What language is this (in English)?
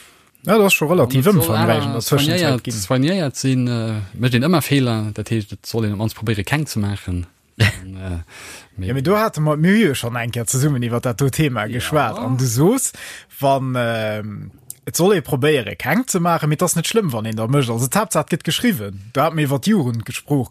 Luxembourgish